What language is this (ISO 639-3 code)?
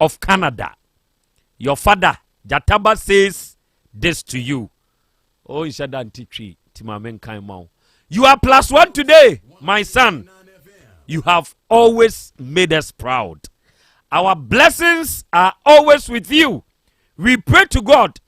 aka